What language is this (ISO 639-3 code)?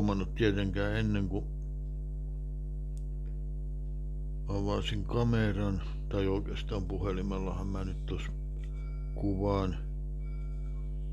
fin